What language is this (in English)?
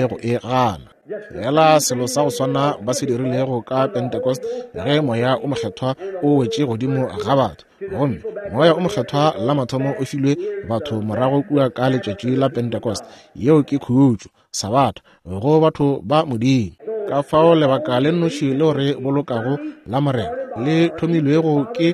Northern Sotho